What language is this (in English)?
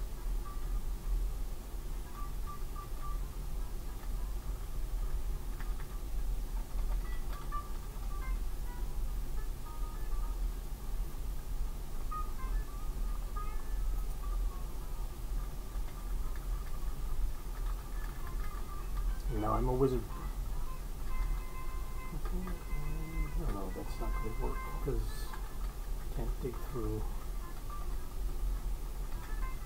English